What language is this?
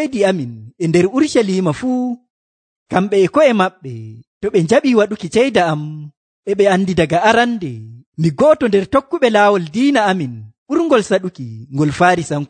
Nigerian Fulfulde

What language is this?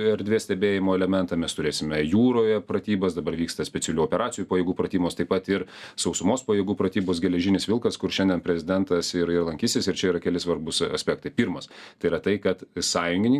Lithuanian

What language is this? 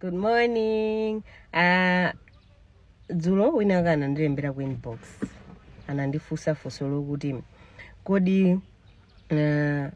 Nyanja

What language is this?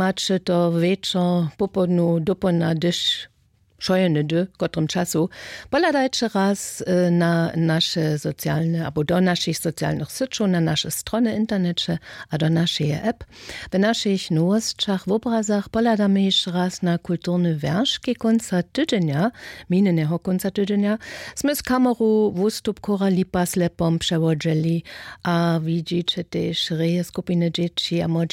Upper Sorbian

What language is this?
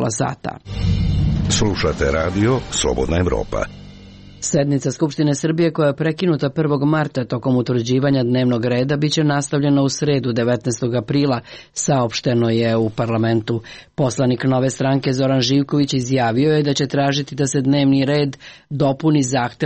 Serbian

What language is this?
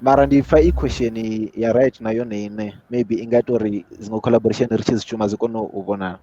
Venda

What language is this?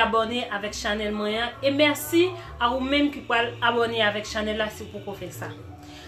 Haitian Creole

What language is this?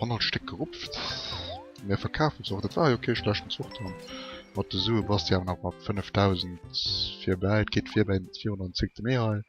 Luxembourgish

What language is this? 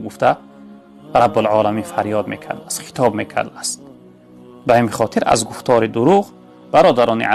Tajik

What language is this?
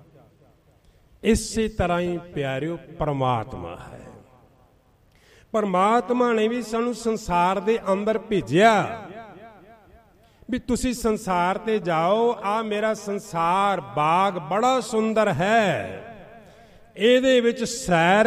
Punjabi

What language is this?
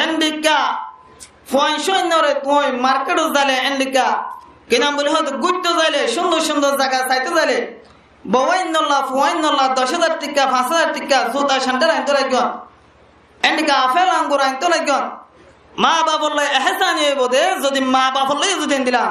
Rohingya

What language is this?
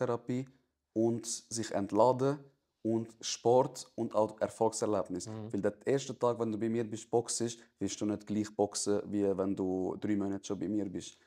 Swiss German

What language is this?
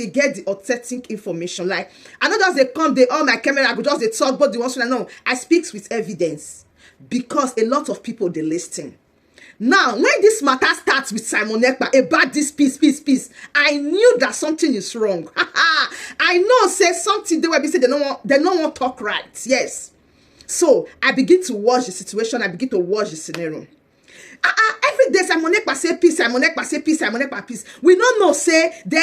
Nigerian Pidgin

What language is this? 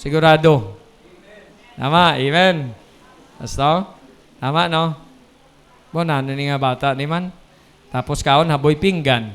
Hiligaynon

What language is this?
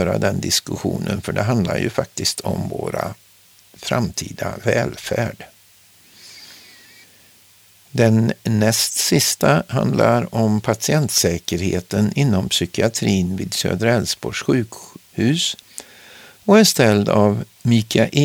Swedish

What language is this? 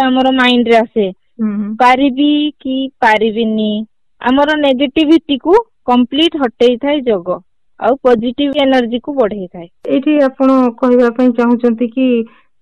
Odia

